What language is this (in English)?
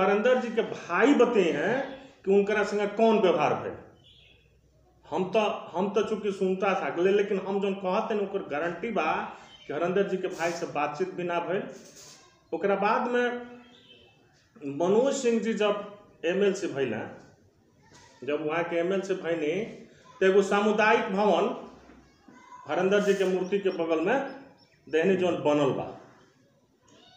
Bhojpuri